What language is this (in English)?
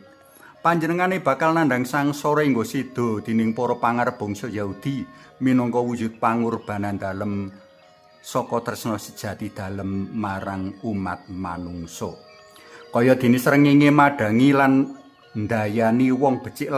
Javanese